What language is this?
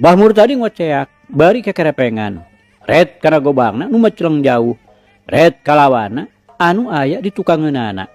Sundanese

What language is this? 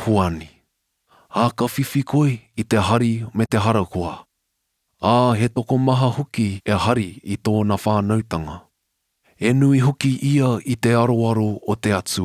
Māori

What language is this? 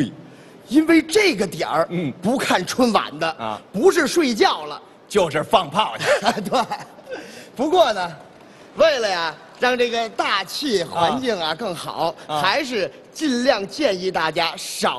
Chinese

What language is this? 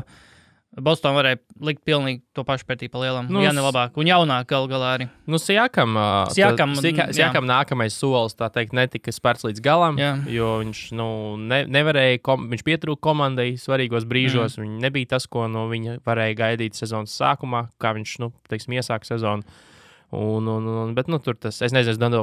Latvian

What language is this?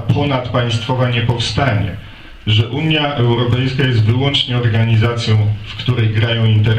Polish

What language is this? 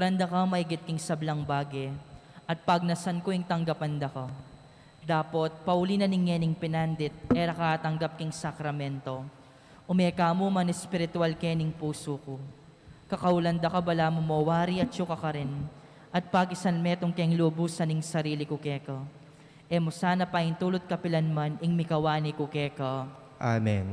Pampanga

